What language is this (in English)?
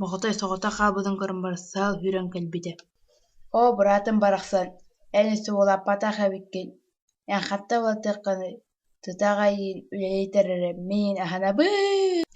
Yakut